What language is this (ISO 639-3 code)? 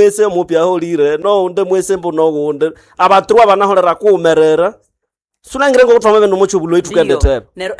nnb